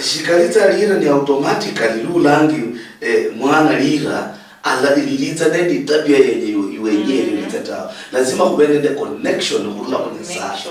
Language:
Luyia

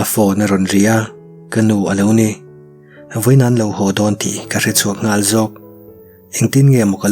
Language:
Mizo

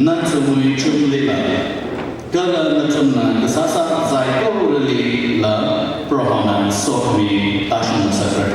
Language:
Tangkhul Naga (India)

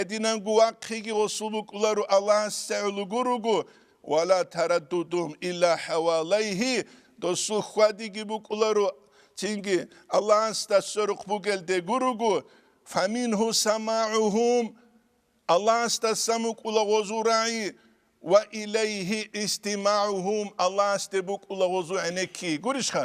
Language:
Avaric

